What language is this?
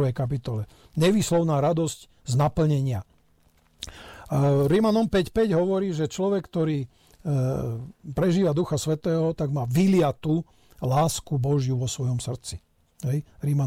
Slovak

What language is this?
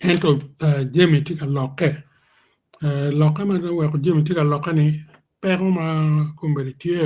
Acoli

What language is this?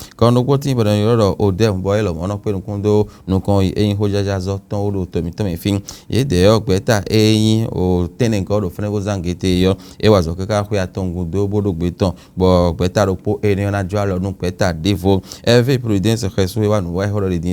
Fon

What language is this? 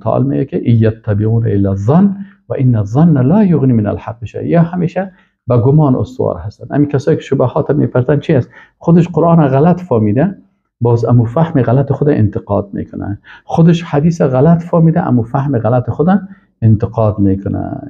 Persian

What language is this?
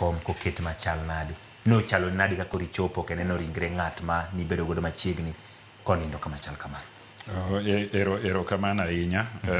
Luo (Kenya and Tanzania)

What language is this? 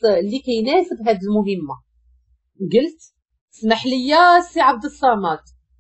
Moroccan Arabic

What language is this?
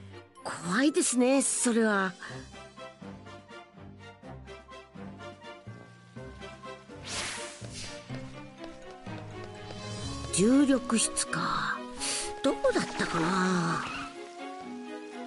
Japanese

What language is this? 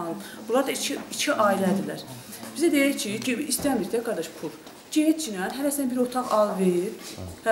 Azerbaijani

